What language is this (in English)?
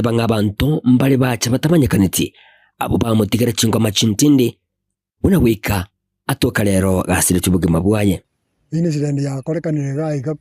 Gusii